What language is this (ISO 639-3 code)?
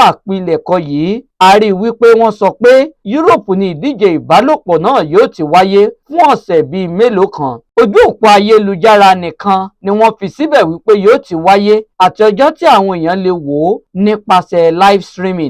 yor